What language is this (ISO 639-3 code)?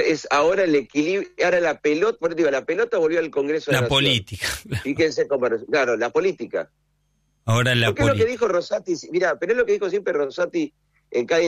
spa